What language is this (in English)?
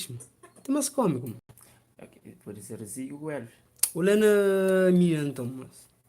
Kabuverdianu